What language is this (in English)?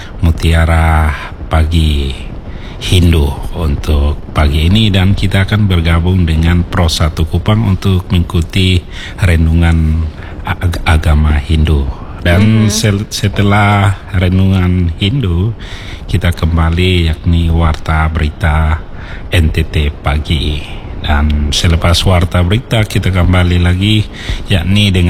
Indonesian